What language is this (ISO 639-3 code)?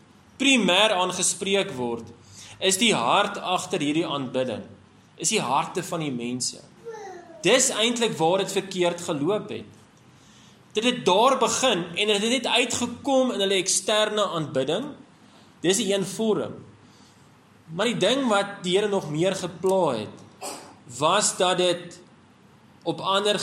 afr